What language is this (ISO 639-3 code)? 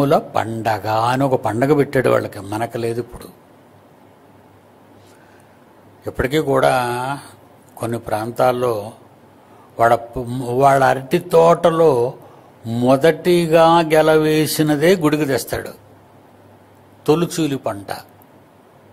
tel